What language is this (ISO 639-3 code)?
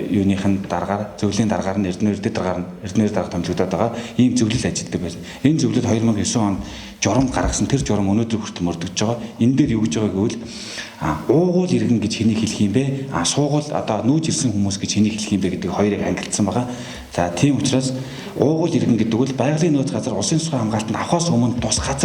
mon